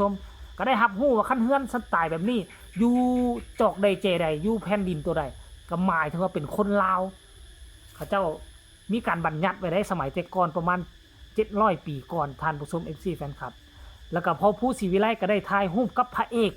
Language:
Lao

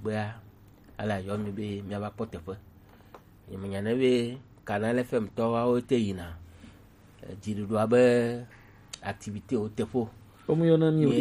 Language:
Gen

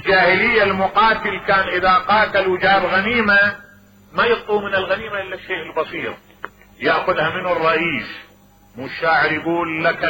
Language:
Mesopotamian Arabic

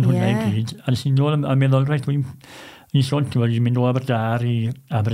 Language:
Welsh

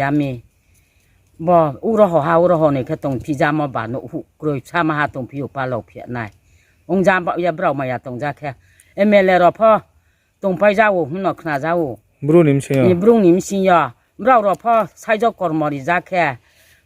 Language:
Riang (India)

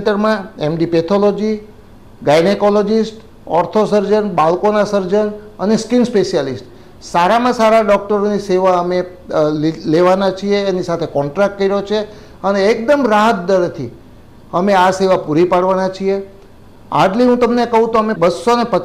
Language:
Gujarati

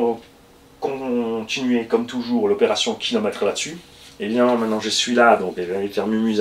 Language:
French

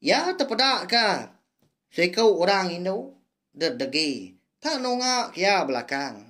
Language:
Iban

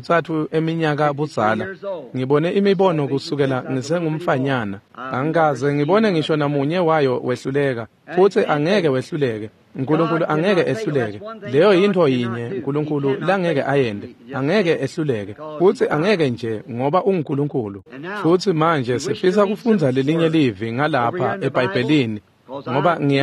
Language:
Swati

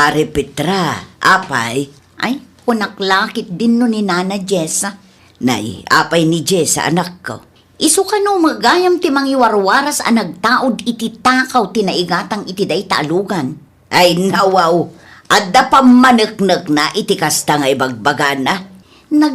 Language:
Iloko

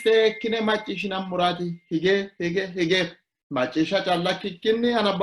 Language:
Sidamo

